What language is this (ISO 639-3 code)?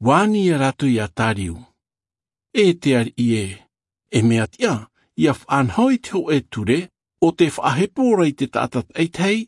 tah